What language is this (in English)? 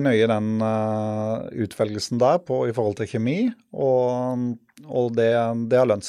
Norwegian